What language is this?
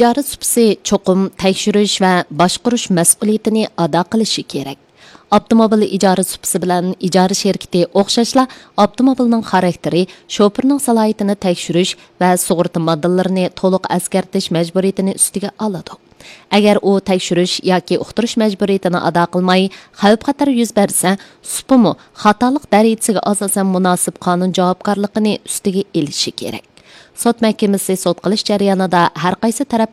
Uyghur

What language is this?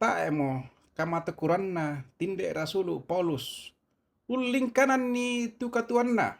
Toraja-Sa'dan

